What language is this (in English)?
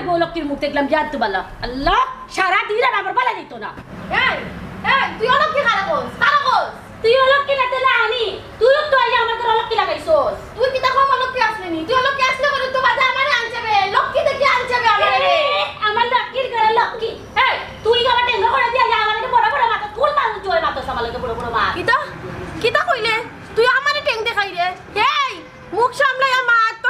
Sylheti